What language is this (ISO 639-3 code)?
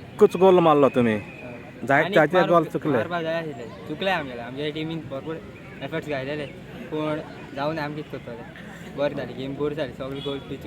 kok